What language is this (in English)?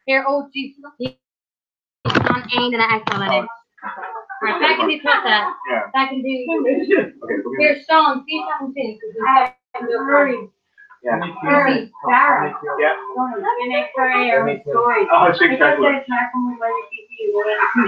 Irish